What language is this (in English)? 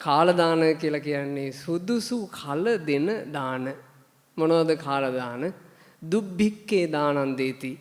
Sinhala